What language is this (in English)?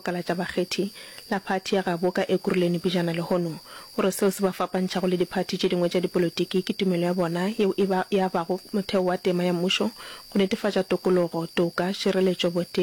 Northern Sotho